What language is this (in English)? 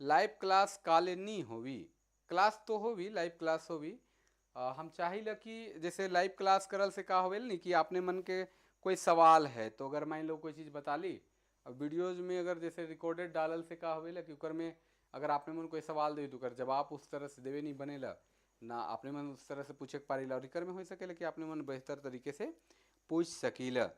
Sadri